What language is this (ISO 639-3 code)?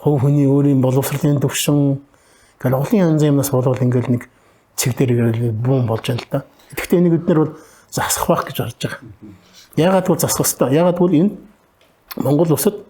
mon